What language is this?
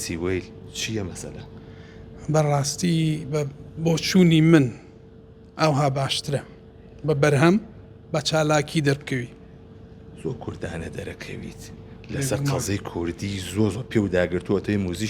Central Kurdish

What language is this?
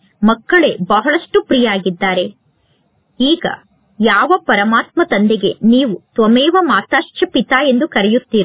Kannada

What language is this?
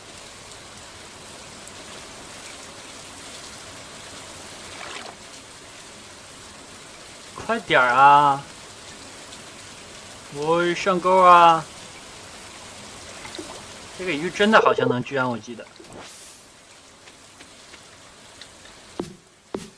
Chinese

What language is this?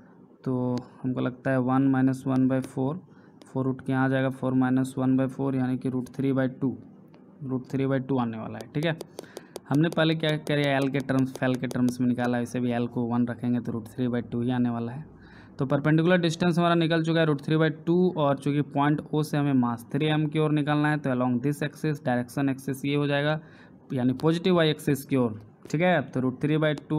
Hindi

